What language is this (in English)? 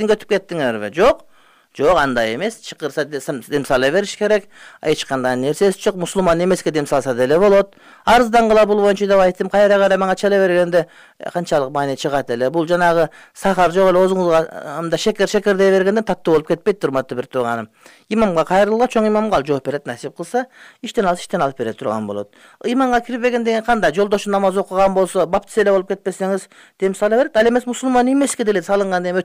Kyrgyz